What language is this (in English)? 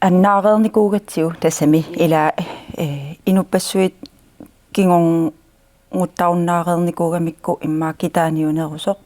Kalaallisut